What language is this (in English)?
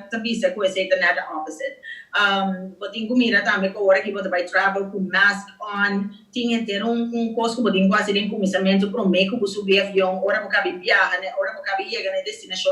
Papiamento